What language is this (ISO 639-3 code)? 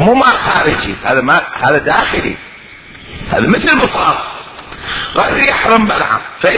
acm